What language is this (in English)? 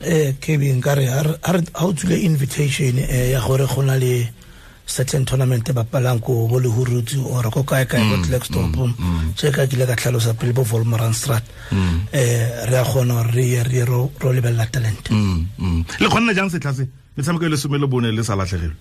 Tswana